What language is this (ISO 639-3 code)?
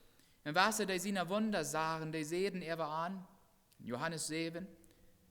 pdt